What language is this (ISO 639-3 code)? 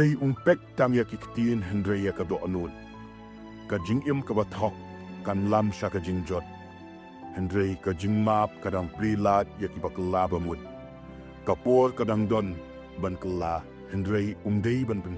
kha